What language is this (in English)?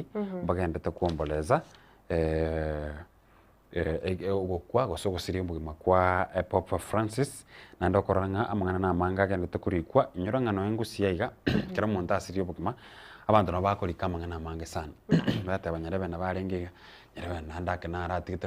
Gusii